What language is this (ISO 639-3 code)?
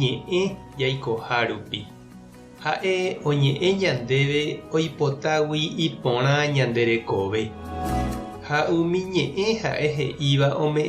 grn